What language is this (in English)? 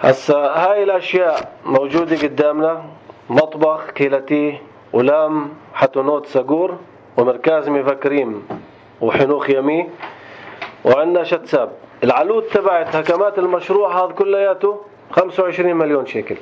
North Levantine Arabic